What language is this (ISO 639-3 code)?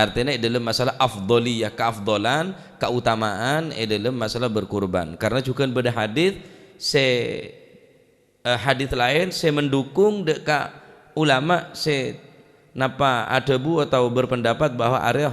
mad